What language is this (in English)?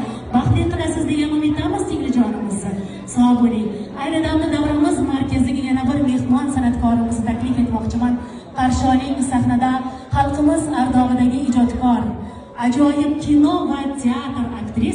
Uzbek